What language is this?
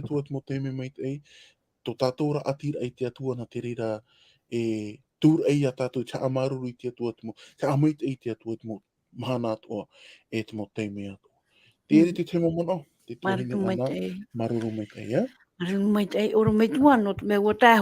Tahitian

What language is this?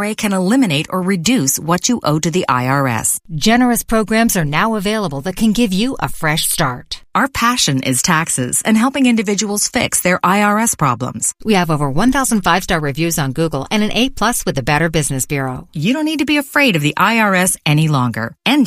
English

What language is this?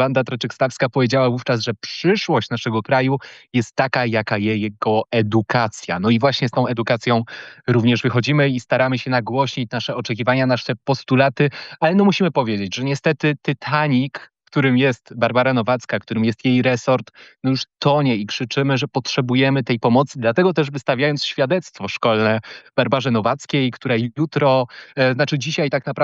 Polish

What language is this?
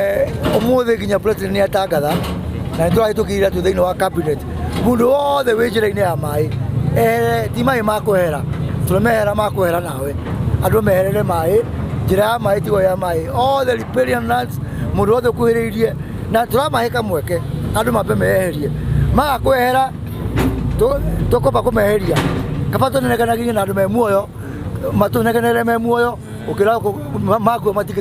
Kikuyu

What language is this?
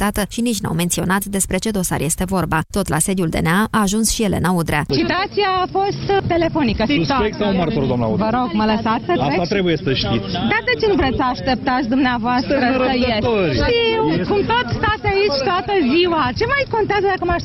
Romanian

